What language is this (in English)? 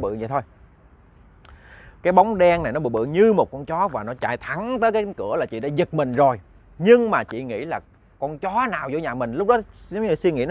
Vietnamese